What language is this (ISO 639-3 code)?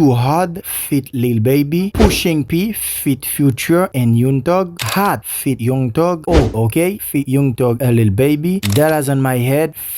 hat